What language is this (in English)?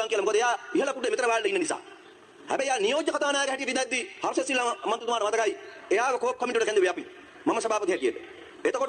Sinhala